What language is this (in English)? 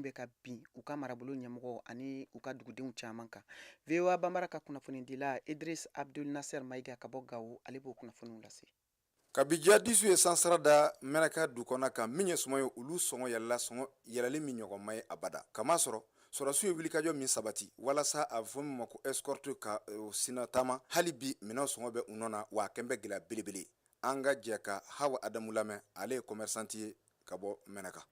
Bambara